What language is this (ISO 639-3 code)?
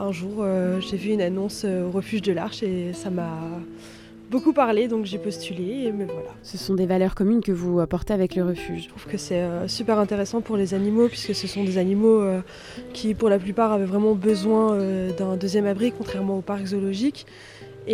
fra